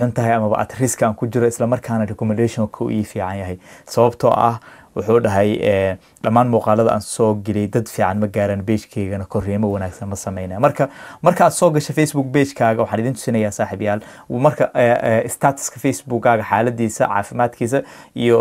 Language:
Somali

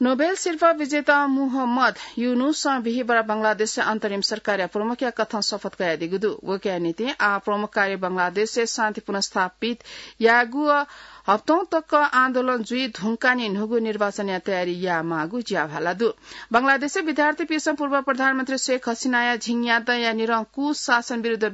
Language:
Newari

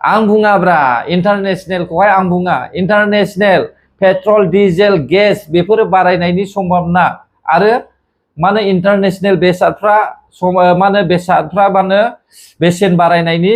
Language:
Bodo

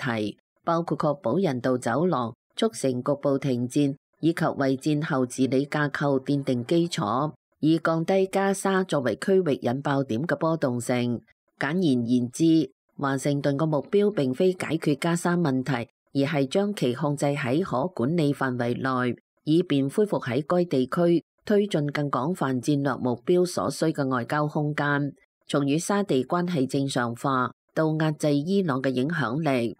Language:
Cantonese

